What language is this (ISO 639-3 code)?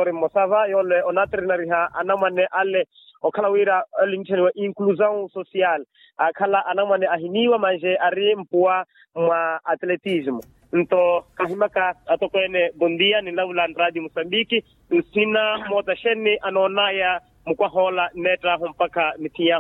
vmw